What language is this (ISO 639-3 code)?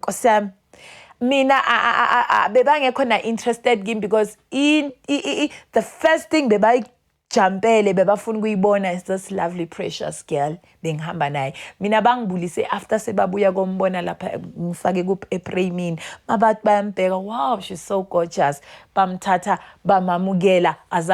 zul